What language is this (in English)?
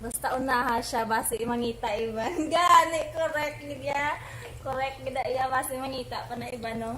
Hiligaynon